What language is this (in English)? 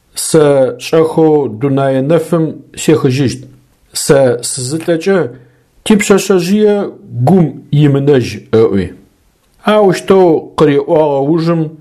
Adyghe